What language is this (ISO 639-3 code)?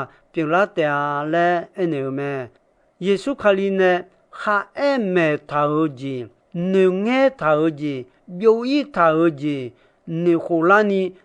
ahk